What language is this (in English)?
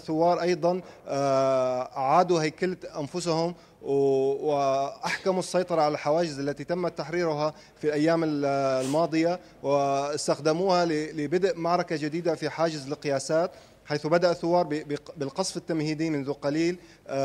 Arabic